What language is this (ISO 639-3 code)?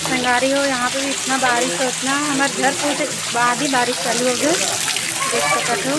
hne